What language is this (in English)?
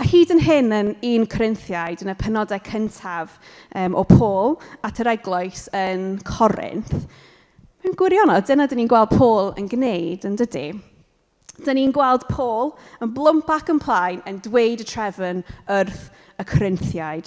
Welsh